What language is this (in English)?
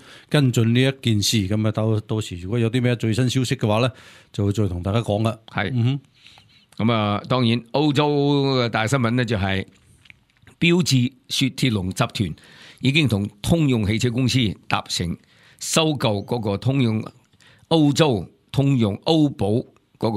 Cantonese